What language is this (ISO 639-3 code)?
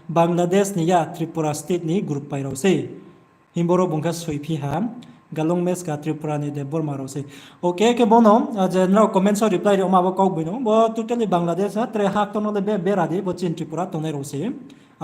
ria